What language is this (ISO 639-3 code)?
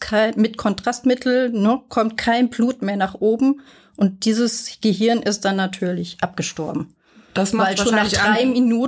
deu